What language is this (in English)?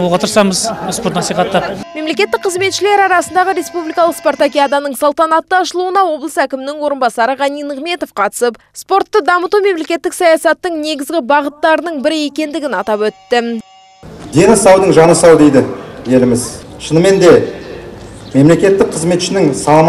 Kazakh